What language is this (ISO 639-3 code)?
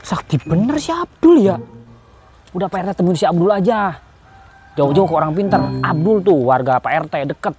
bew